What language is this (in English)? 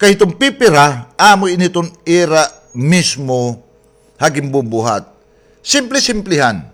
Waray